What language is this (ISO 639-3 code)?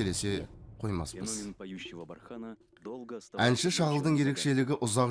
kaz